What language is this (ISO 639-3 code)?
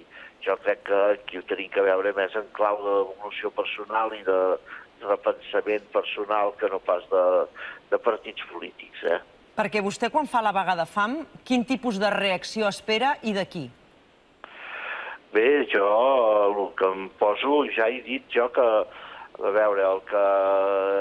cat